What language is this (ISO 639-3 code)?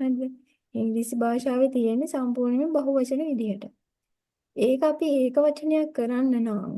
sin